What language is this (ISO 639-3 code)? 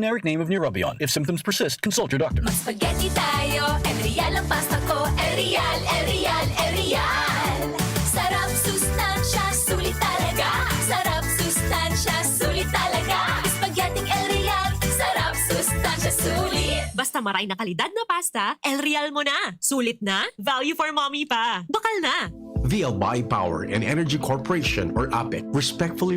bik